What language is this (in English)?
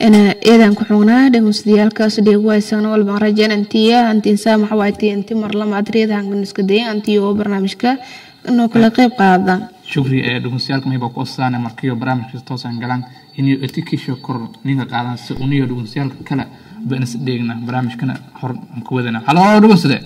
Somali